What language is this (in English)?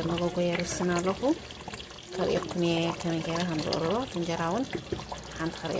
Tigrinya